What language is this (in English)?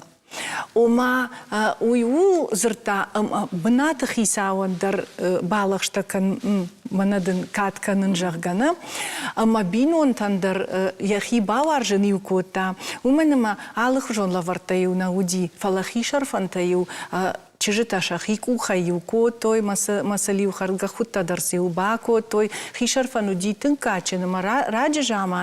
Ossetic